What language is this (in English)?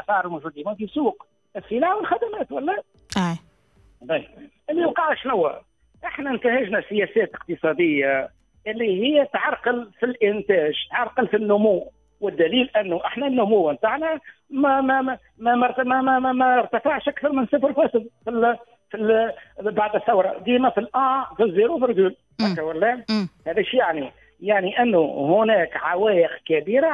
Tunisian Arabic